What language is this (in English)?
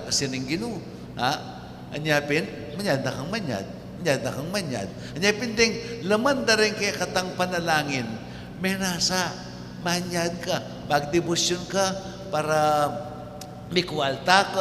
Pampanga